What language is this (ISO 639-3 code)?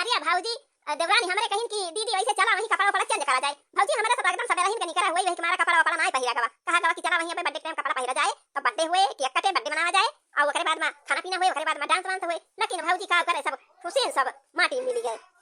awa